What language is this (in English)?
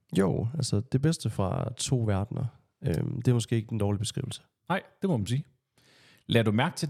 Danish